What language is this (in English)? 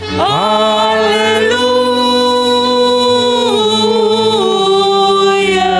Batak Simalungun